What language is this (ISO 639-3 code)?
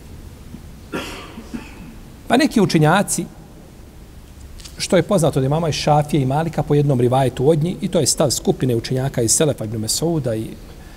bos